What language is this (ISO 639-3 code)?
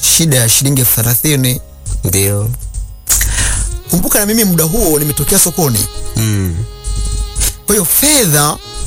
swa